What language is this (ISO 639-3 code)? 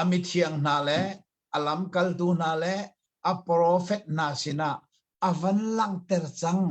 cnh